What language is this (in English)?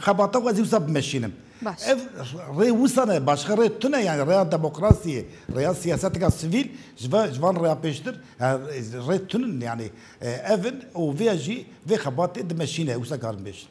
Kurdish